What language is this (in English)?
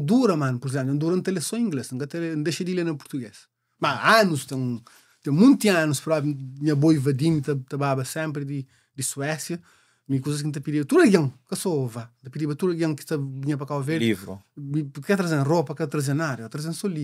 Kabuverdianu